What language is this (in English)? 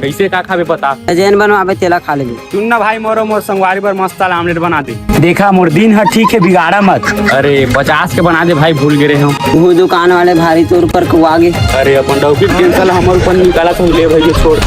Chhattisgarhi